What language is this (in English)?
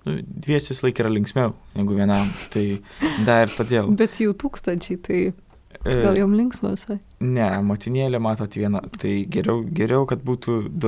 Lithuanian